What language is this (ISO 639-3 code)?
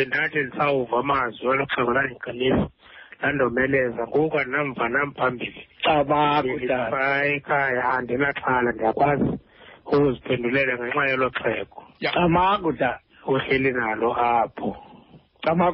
xho